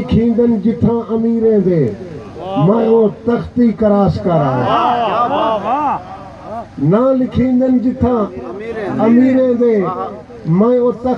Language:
Saraiki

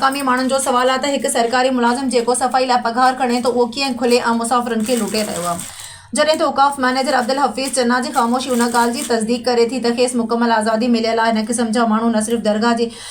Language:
Sindhi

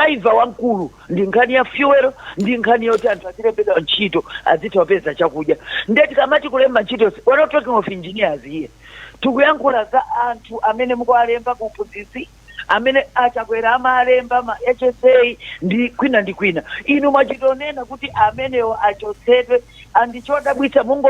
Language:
Nyanja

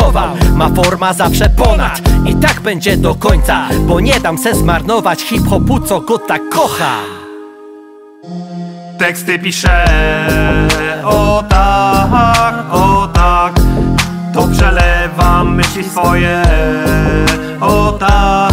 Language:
Polish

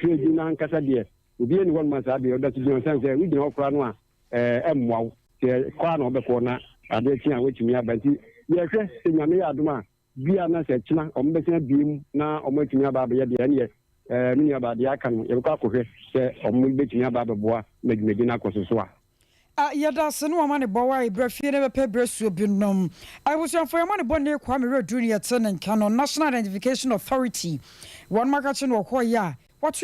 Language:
Akan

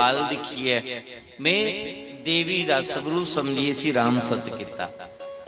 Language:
Dogri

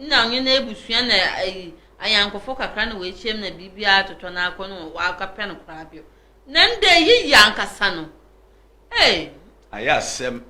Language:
Akan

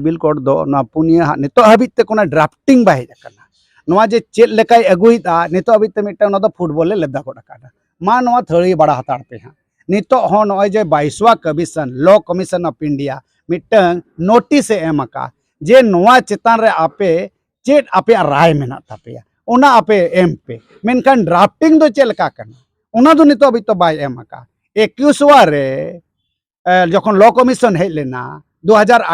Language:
Santali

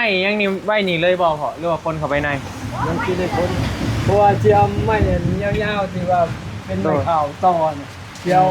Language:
Northeastern Thai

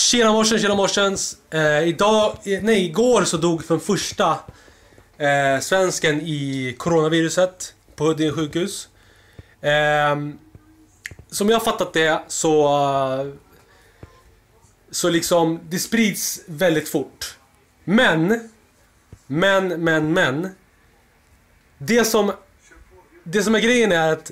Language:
Swedish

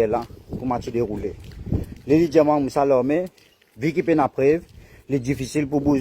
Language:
Morisyen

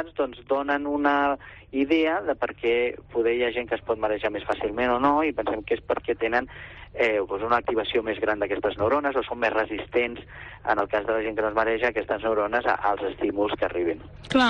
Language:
Catalan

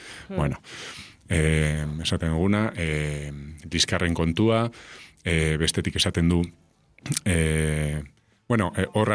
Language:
Basque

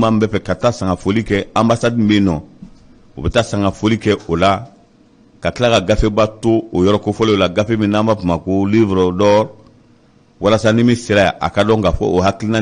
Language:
Bambara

